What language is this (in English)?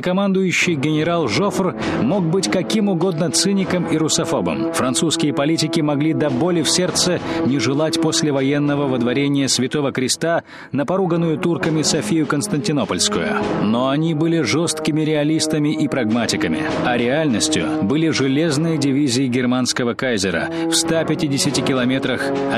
Russian